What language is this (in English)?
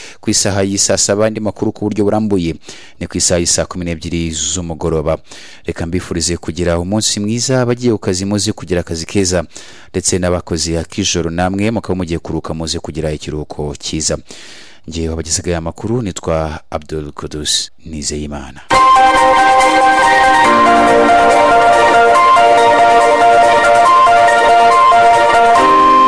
Kinyarwanda